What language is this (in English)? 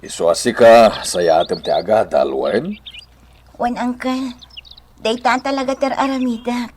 Iloko